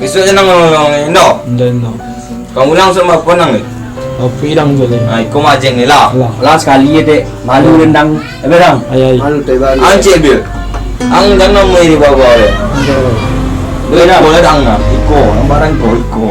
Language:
Minangkabau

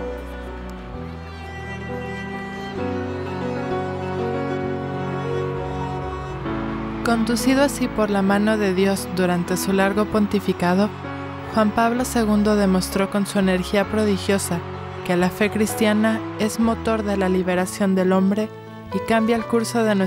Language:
Spanish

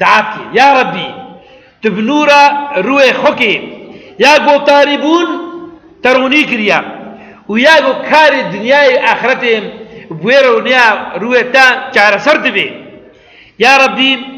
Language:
Kurdish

